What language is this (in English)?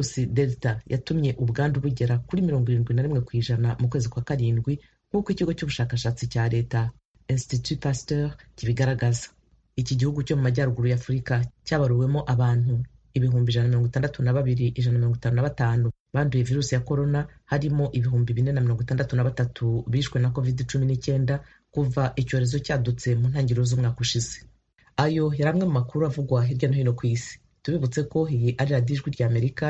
Kinyarwanda